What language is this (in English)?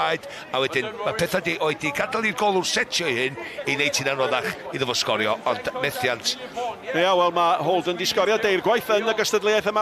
Welsh